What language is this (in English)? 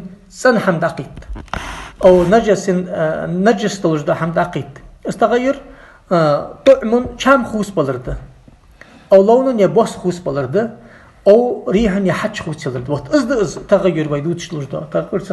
Ingush